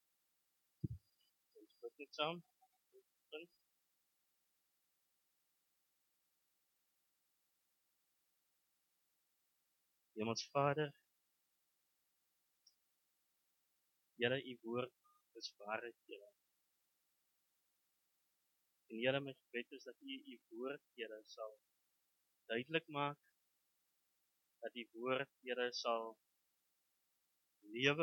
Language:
Afrikaans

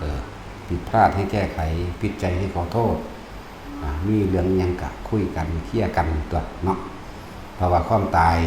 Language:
Northeastern Thai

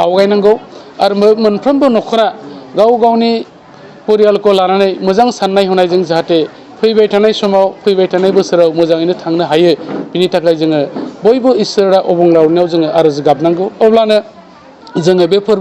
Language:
Bodo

